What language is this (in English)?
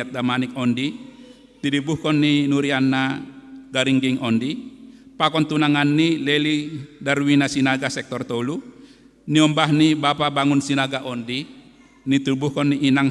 Batak Simalungun